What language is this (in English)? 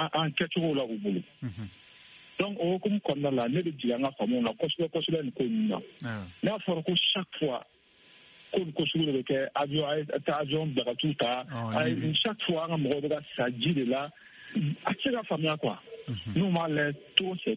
Bambara